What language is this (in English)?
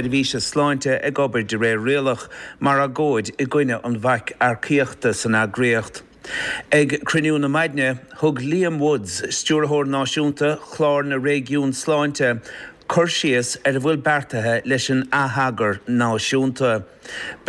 Irish